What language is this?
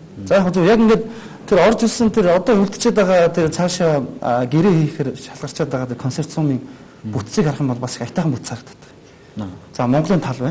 Mongolian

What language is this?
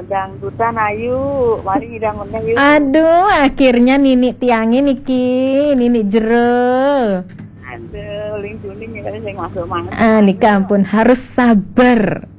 Balinese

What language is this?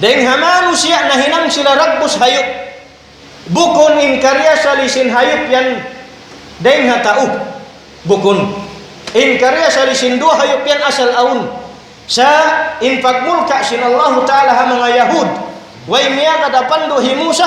Tausug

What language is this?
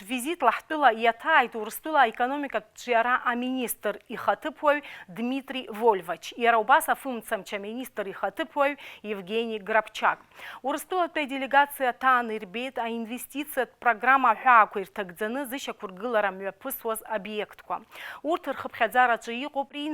Abkhazian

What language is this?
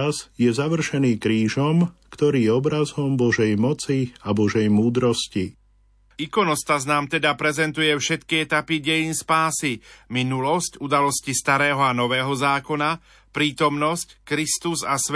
Slovak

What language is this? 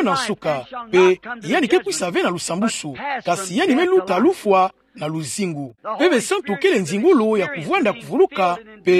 Kituba (Democratic Republic of Congo)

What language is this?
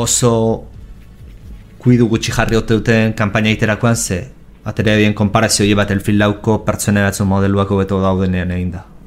Basque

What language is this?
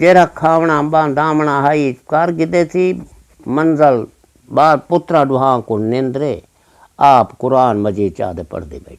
Saraiki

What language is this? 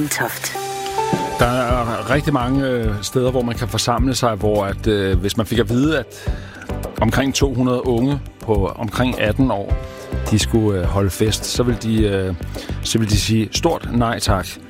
Danish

